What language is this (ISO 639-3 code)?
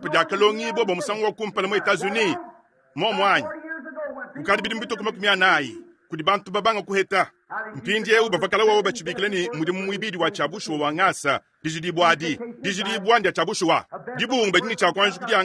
lua